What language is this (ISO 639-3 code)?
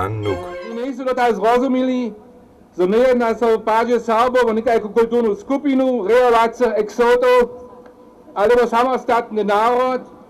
hsb